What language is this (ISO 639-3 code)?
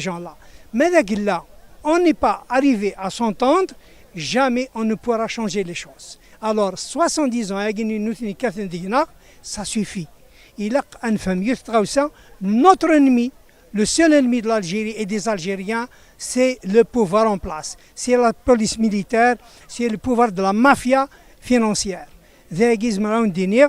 kab